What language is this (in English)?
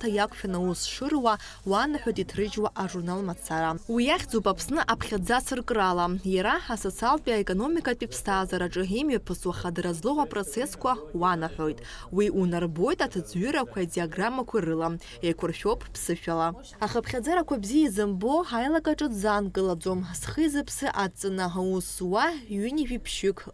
Abkhazian